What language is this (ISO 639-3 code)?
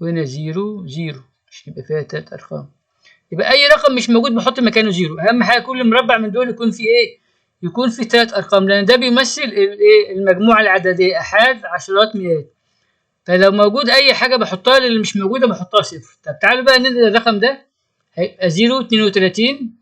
arz